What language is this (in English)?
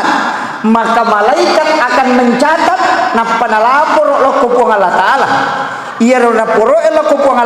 Buginese